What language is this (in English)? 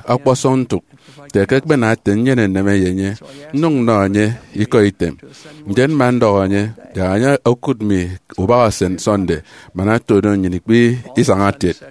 Efik